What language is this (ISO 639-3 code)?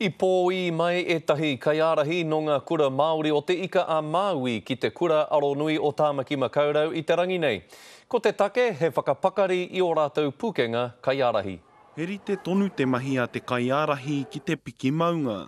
mri